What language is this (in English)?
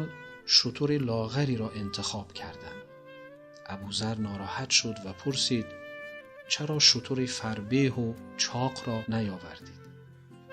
Tajik